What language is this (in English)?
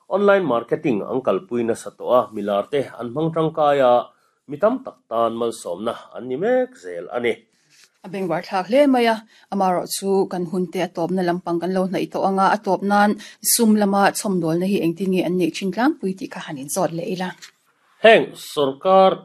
Mizo